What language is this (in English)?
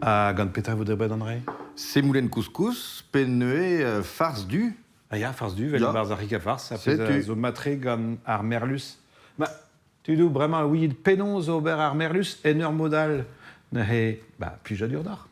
Breton